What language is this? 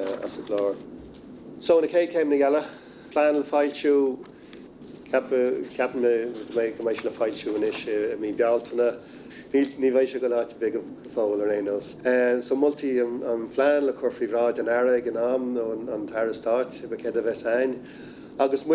Irish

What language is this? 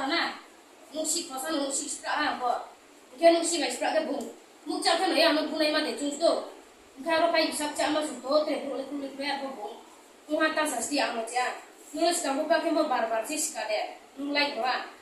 Kok Borok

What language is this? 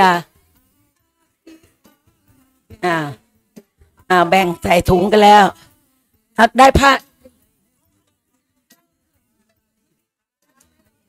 Thai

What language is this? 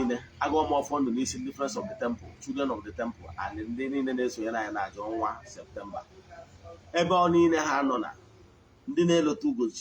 Igbo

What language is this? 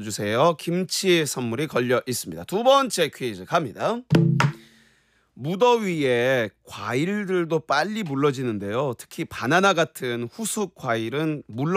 Korean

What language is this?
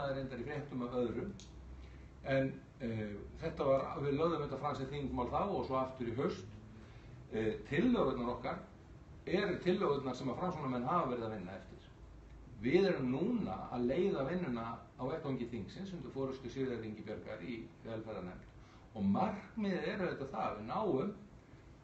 Icelandic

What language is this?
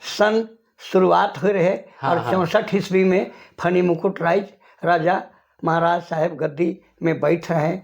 Sadri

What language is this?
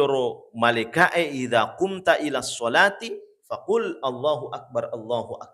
Buginese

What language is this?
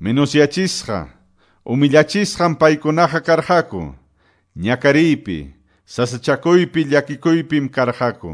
Quechua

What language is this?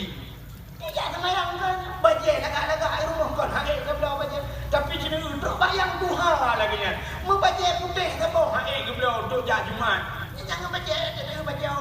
Achinese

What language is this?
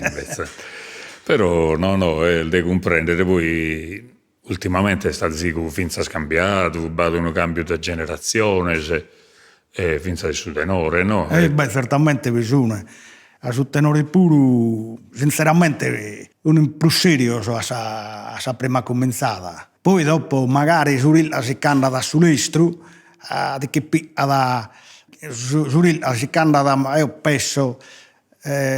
Sardinian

